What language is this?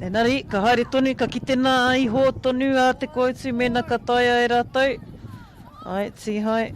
Māori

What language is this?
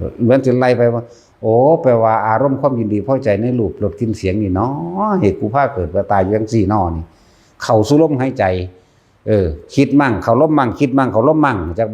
Northeastern Thai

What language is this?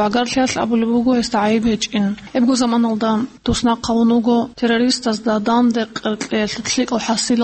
Avaric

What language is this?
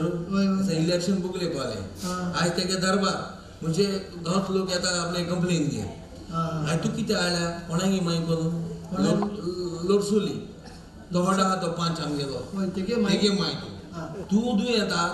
Konkani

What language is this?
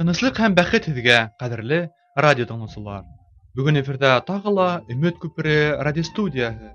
Bashkir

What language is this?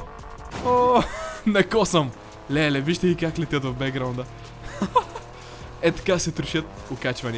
Bulgarian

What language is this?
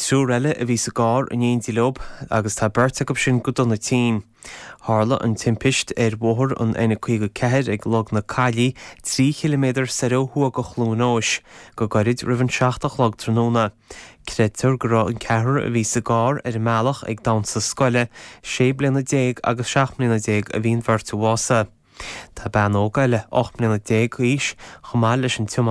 Irish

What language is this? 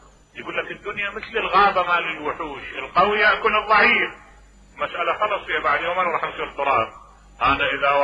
Mesopotamian Arabic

